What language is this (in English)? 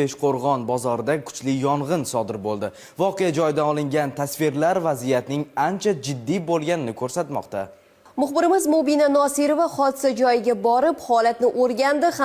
Uzbek